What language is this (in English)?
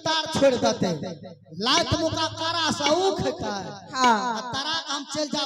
Maithili